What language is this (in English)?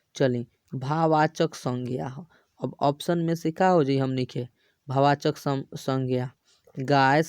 Bhojpuri